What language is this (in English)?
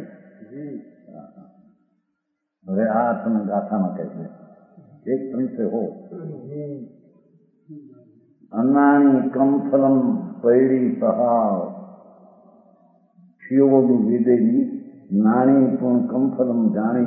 Gujarati